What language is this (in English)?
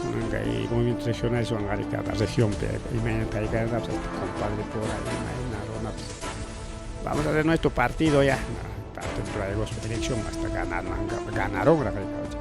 Ayacucho Quechua